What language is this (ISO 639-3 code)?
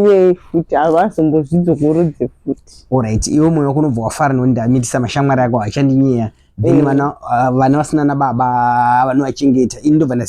sna